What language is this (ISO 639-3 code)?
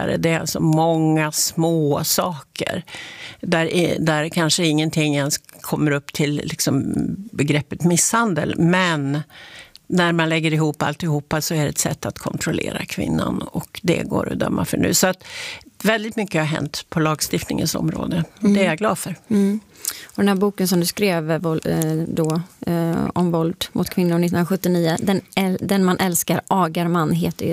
swe